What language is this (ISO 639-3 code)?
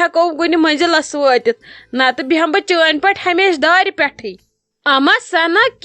kas